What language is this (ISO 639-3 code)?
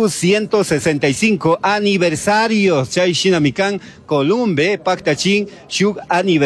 qug